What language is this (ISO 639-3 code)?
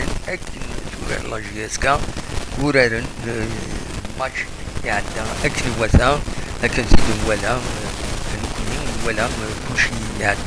kab